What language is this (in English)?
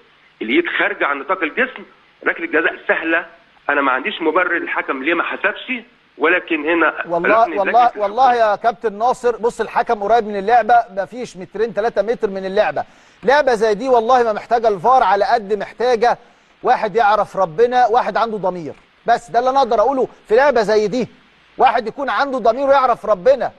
Egyptian Arabic